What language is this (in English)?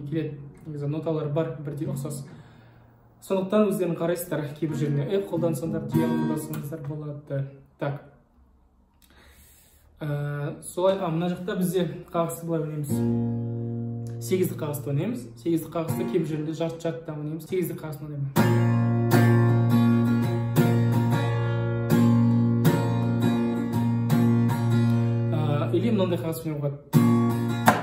Kazakh